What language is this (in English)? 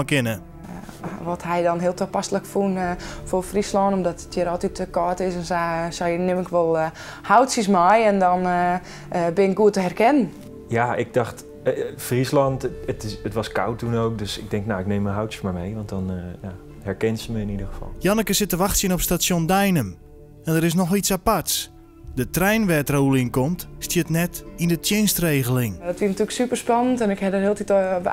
Western Frisian